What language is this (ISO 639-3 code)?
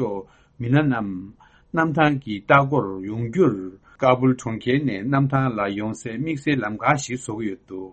bod